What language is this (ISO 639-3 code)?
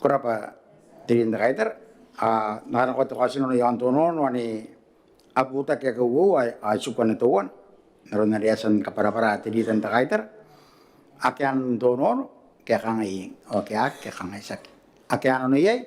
gil